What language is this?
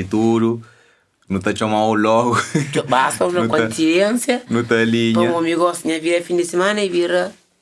Kabuverdianu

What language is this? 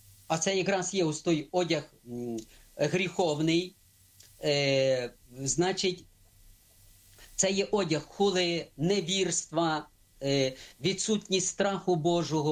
Ukrainian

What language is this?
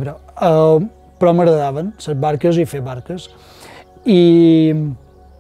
Catalan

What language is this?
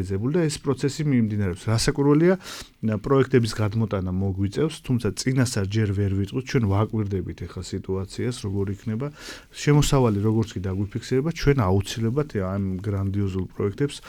Georgian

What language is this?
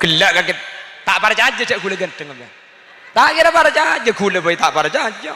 Madurese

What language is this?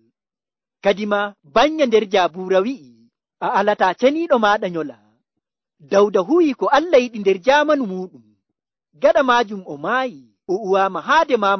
Nigerian Fulfulde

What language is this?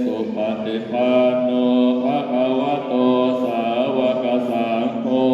Pali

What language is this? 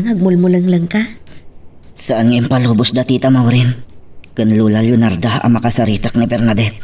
Iloko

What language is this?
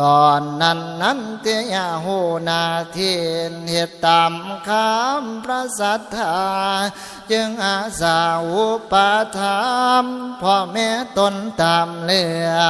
Northeastern Thai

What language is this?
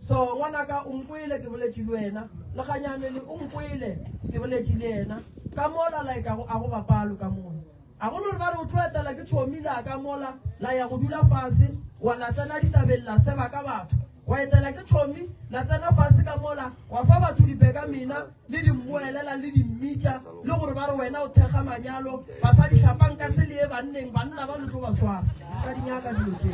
Northern Sotho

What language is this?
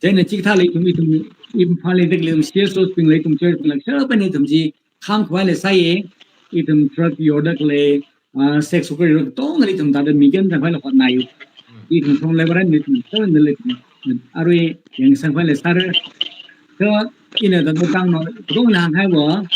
Tangkhul Naga (India)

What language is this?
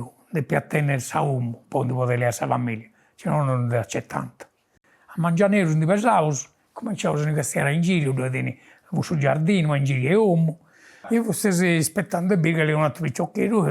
Sardinian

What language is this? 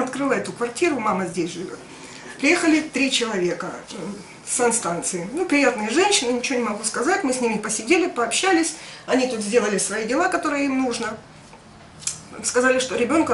Russian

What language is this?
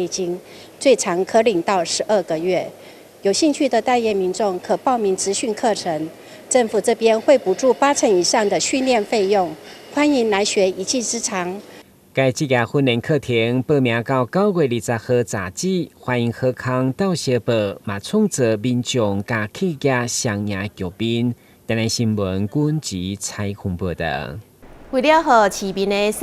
Min Nan Chinese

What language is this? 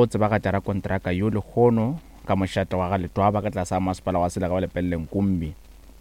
Northern Sotho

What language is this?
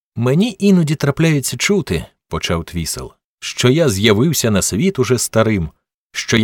Ukrainian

